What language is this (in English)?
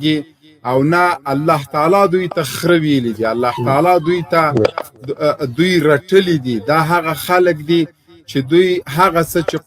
Pashto